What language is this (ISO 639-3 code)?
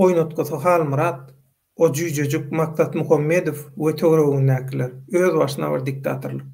tuk